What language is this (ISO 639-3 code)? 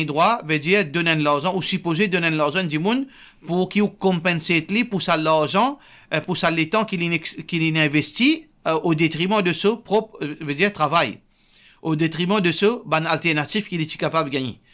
mfe